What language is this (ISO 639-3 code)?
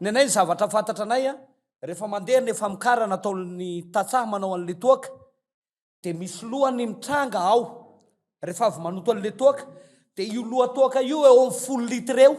mlg